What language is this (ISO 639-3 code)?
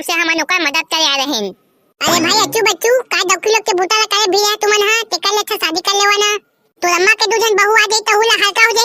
hne